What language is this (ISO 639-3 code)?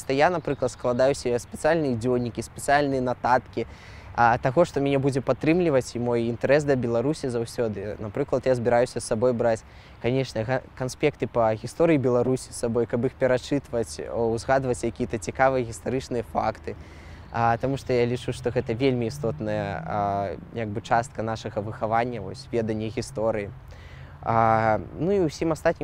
bel